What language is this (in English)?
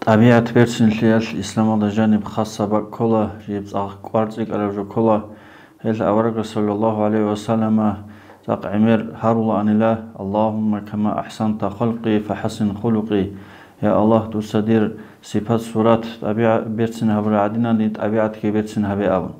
Avaric